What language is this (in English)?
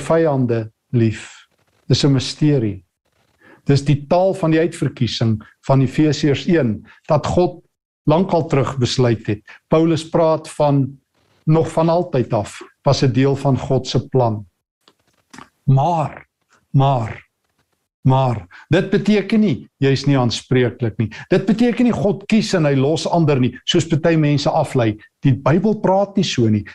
Afrikaans